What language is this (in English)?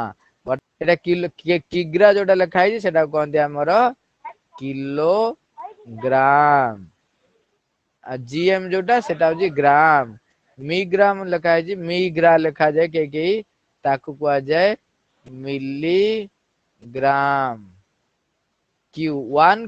Odia